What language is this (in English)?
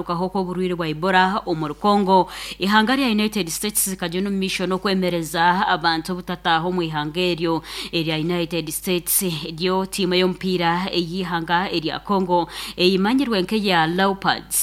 Nyankole